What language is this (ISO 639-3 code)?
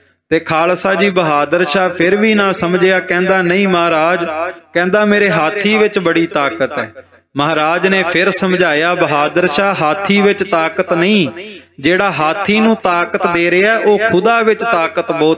pan